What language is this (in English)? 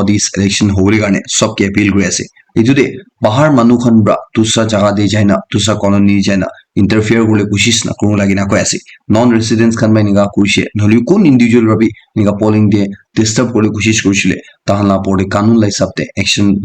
Naga Pidgin